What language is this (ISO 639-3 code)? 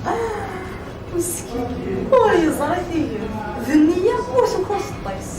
kab